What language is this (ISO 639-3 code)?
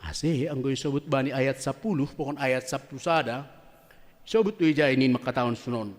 bts